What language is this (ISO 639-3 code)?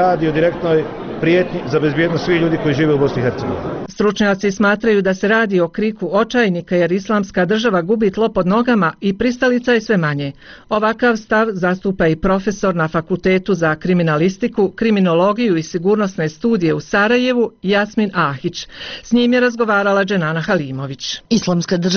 bos